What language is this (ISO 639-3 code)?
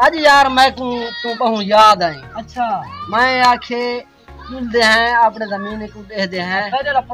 skr